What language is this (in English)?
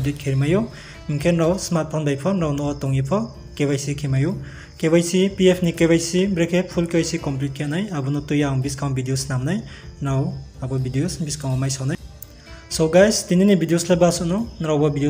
Riang (India)